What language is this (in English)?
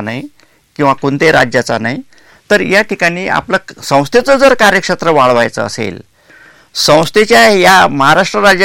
Marathi